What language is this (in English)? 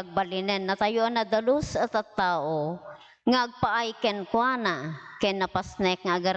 Iloko